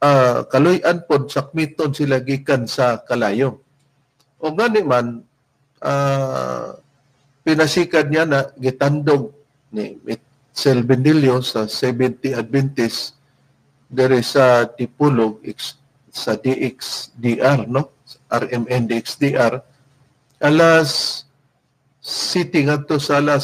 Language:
Cebuano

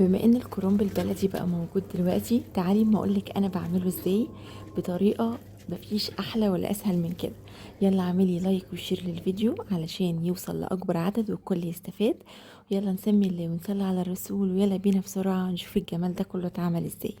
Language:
Egyptian Arabic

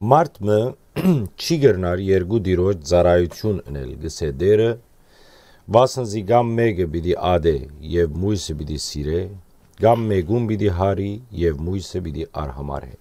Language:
Western Armenian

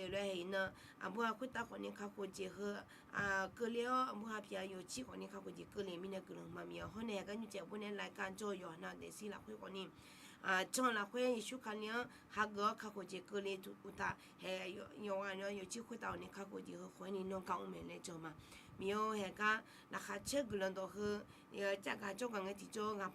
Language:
Akha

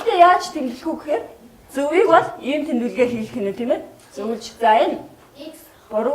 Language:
Mongolian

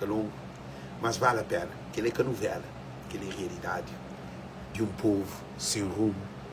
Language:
Kabuverdianu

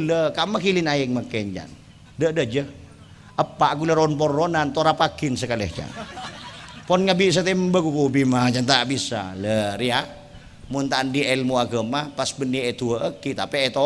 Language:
Madurese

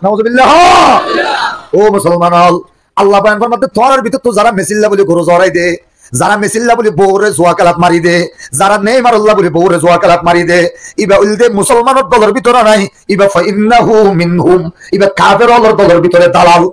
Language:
Rohingya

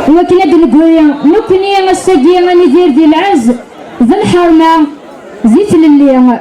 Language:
Kabyle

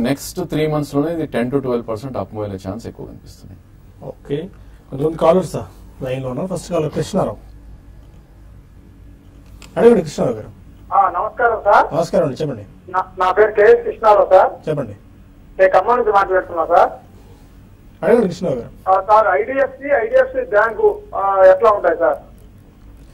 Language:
Telugu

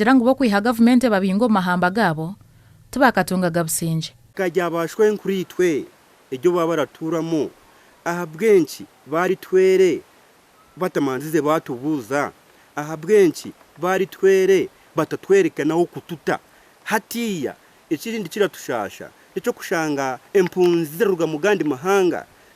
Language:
Nyankole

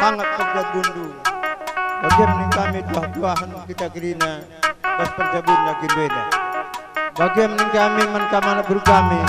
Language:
Batak Karo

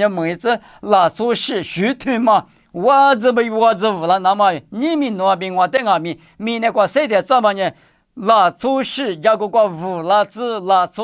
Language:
Lisu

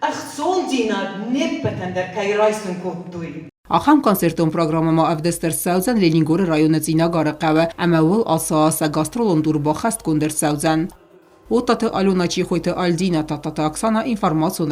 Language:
Ossetic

